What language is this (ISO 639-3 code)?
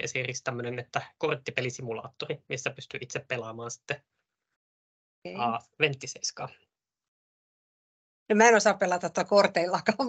fin